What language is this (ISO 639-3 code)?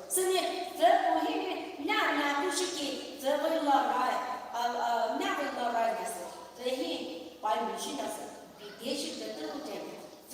pmx